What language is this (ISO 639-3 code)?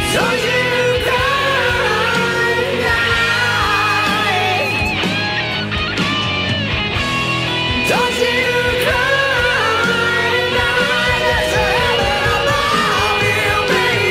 eng